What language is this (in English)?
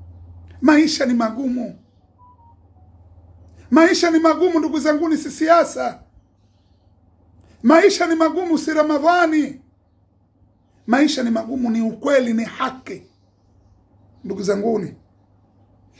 Swahili